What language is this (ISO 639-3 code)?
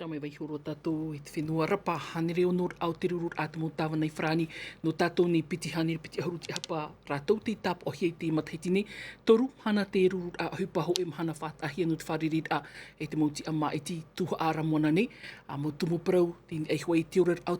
tah